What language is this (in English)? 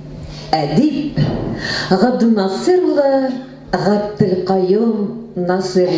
Tatar